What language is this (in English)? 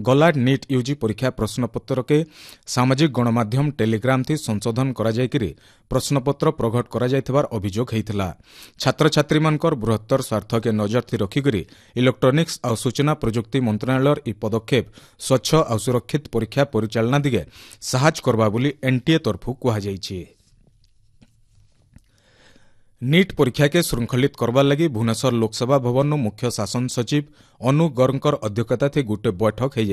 Odia